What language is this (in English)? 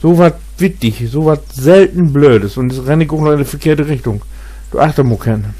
Low German